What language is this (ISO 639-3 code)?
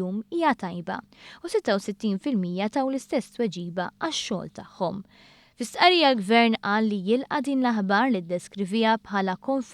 mlt